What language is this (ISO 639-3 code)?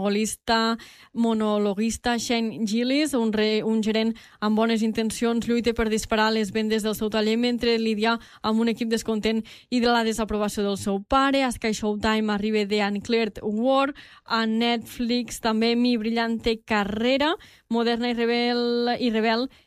cat